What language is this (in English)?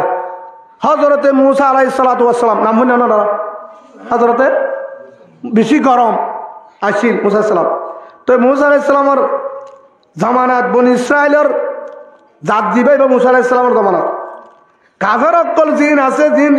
Rohingya